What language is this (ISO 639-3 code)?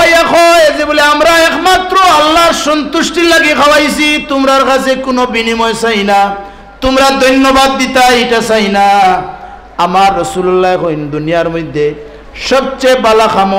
syl